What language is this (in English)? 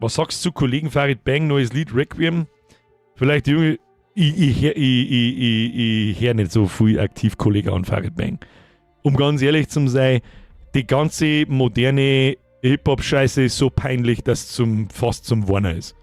Bavarian